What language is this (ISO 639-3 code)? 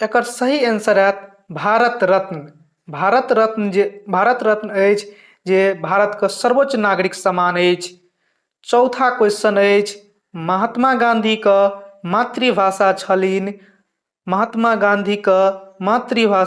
mai